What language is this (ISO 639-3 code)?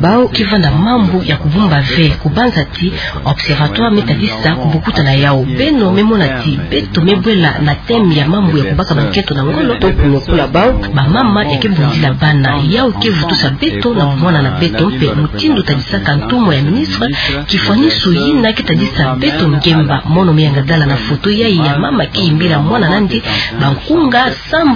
ktu